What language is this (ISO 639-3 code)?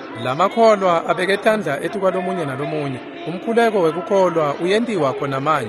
ssw